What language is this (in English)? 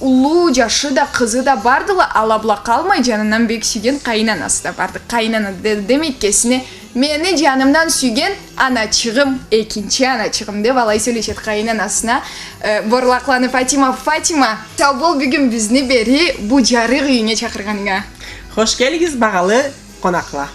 Karachay-Balkar